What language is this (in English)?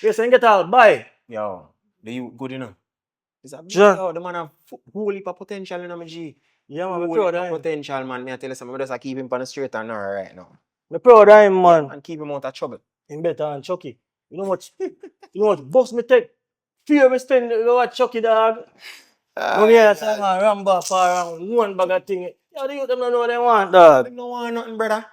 Jamaican Creole English